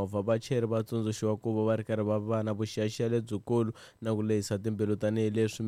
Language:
Tsonga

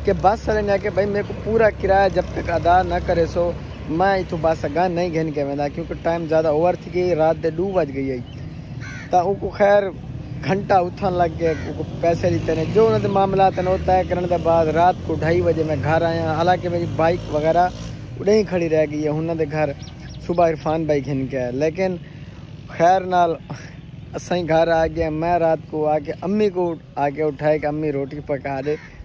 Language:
Saraiki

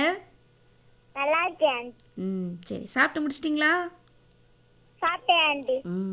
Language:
Tamil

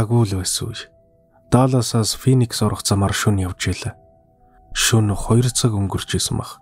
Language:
Mongolian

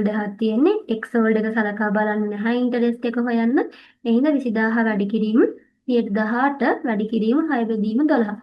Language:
Sinhala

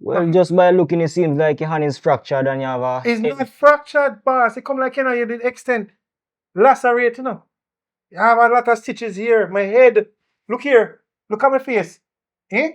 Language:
Jamaican Creole English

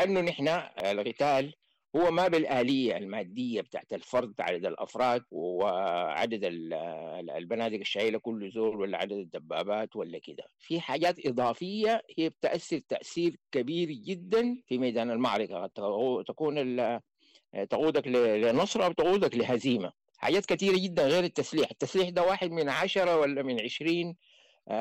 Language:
Sudanese Arabic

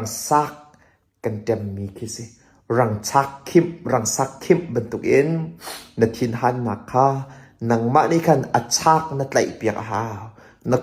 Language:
Hakha Chin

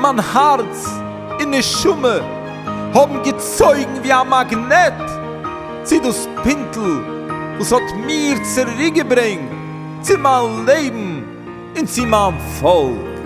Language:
Yiddish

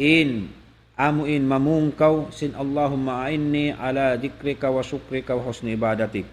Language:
Tausug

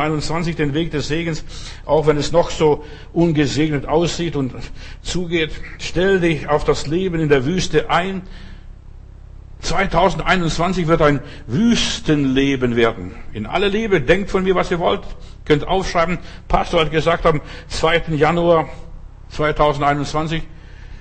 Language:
German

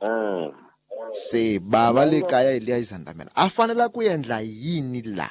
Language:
Tsonga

